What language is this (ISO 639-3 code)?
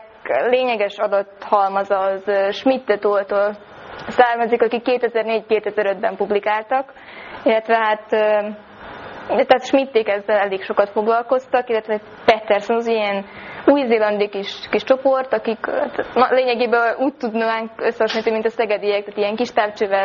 hun